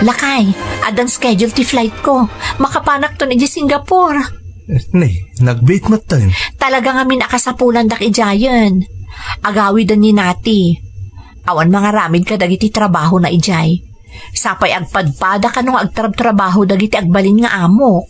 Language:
Iloko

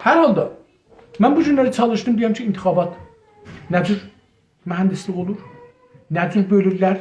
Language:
South Azerbaijani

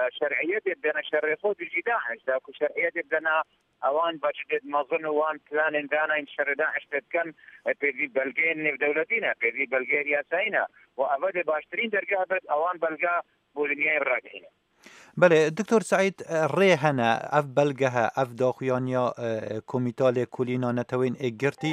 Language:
Kurdish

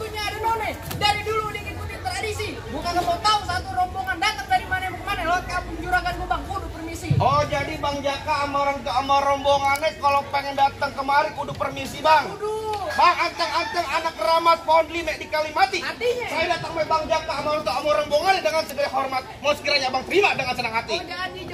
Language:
Betawi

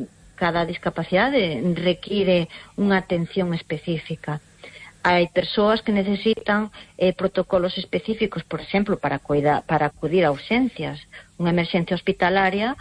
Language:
Galician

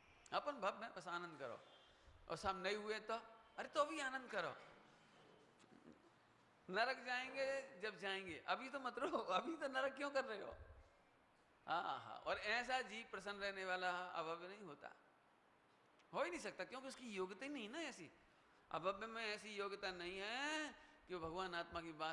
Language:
Hindi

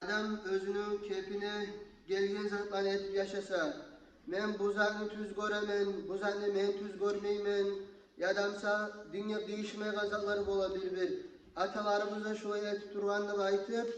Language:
Kumyk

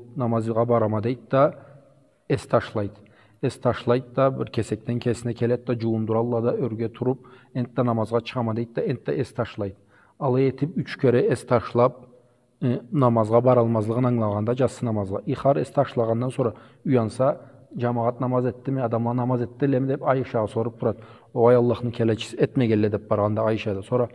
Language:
Karachay-Balkar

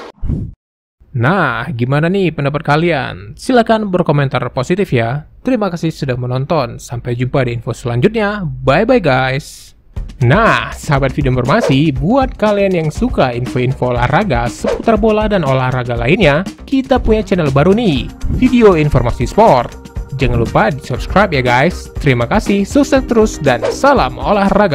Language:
Indonesian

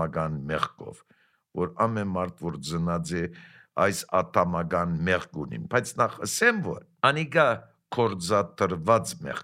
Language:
Armenian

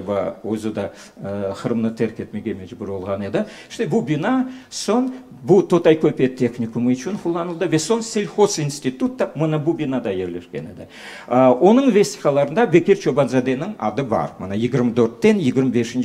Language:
Crimean Tatar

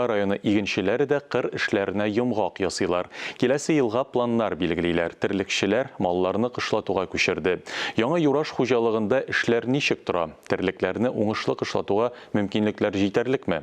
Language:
Tatar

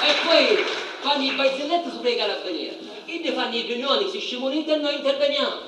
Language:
Sicilian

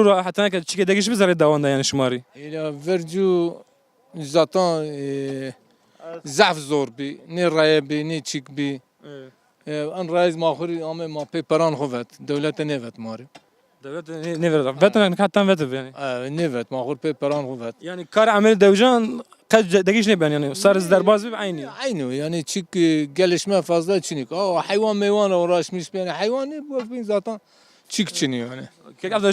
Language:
Zaza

